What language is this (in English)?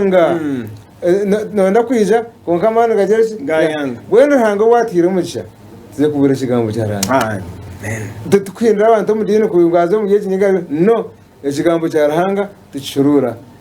Nyankole